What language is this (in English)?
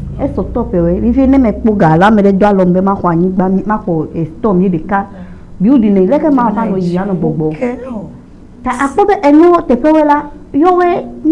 Ewe